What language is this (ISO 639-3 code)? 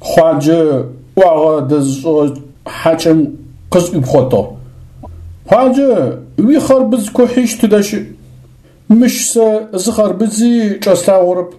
ady